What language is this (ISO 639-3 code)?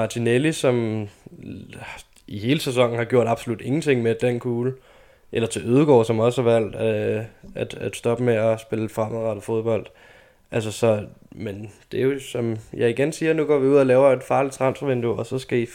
dan